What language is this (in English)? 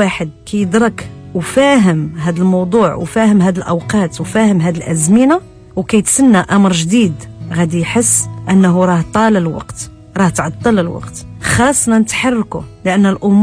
Moroccan Arabic